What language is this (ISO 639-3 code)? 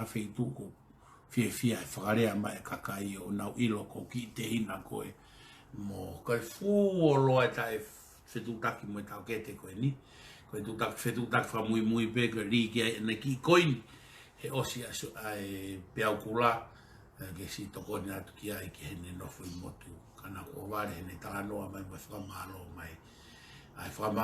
ton